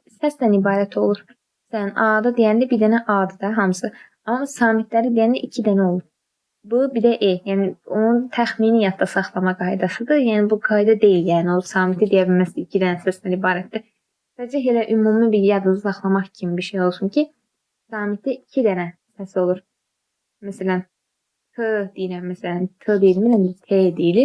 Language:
Azerbaijani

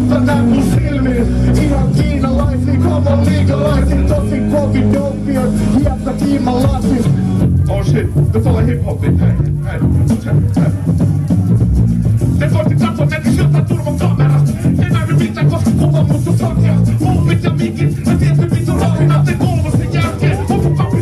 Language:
Finnish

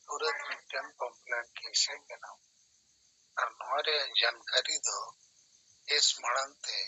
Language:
Santali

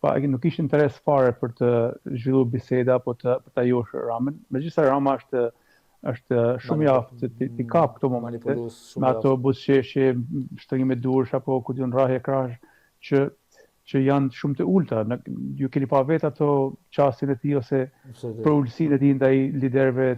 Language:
Albanian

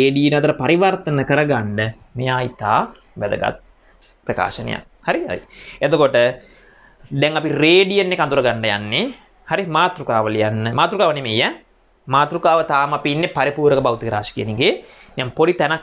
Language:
Sinhala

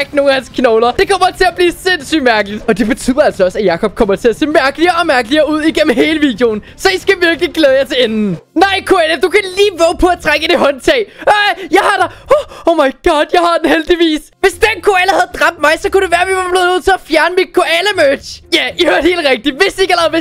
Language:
Danish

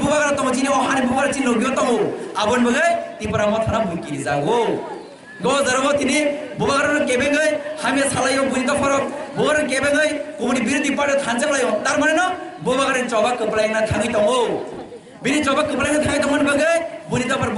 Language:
Kok Borok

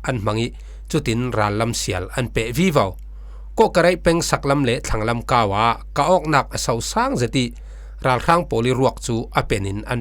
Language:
Falam Chin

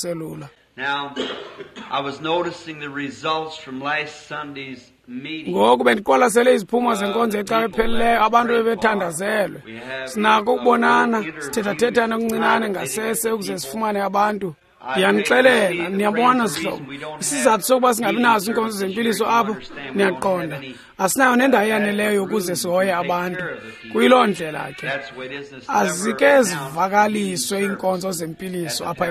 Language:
Xhosa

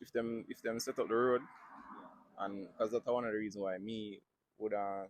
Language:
Jamaican Creole English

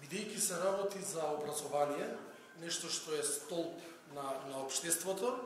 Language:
Macedonian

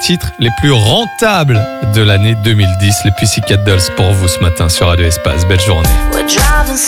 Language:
French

